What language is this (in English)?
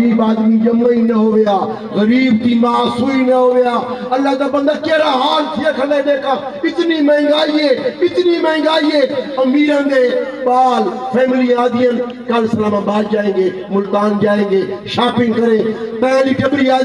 Saraiki